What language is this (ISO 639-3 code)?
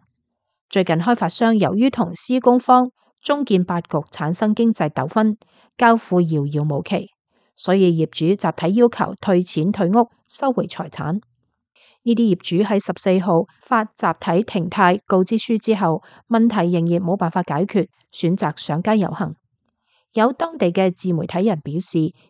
yue